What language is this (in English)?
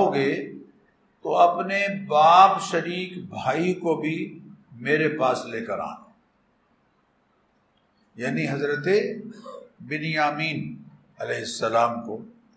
Urdu